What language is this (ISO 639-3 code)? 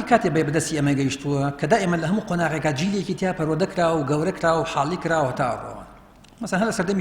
ckb